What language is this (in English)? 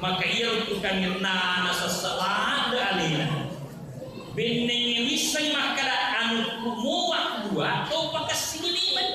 Buginese